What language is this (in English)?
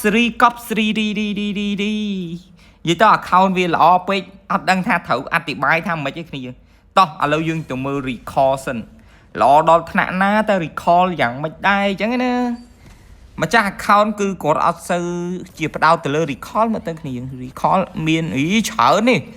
Khmer